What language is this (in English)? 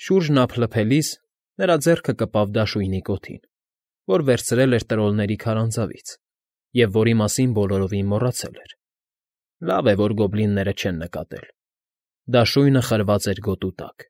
Armenian